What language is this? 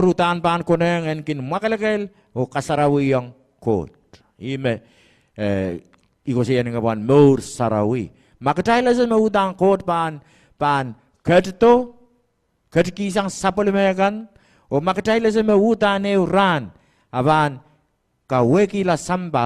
Pohnpeian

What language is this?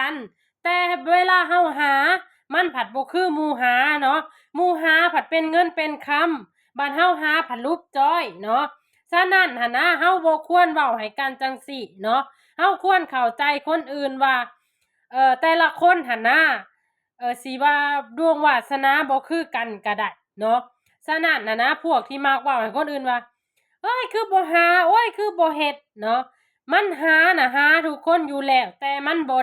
Lao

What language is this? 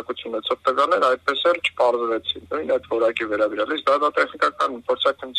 Armenian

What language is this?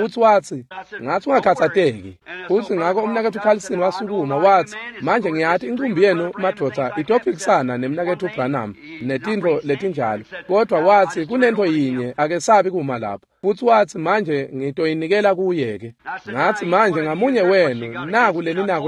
Swati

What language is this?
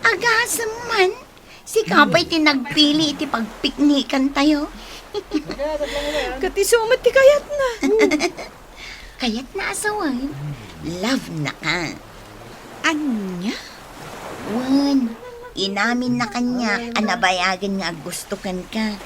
Iloko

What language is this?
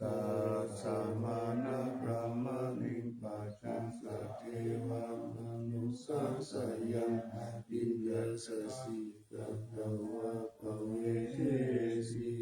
Pali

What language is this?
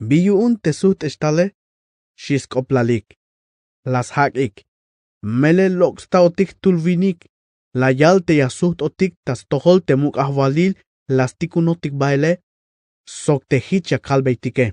Tzeltal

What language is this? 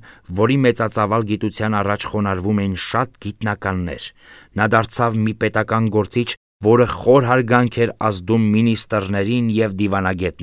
Armenian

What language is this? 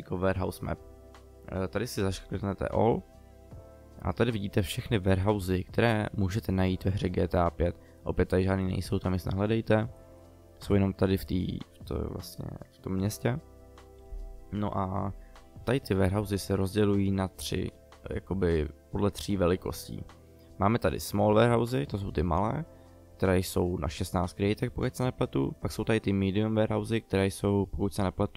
Czech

